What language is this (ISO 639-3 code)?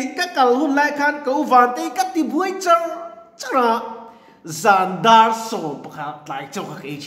lus